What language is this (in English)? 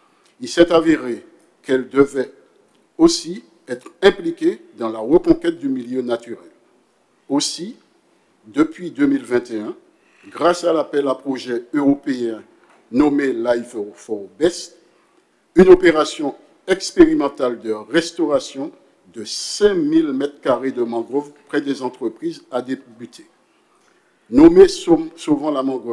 French